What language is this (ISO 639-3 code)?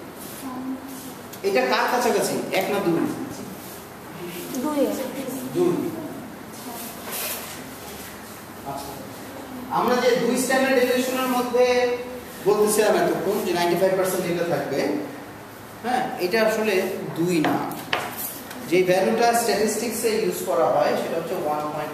ben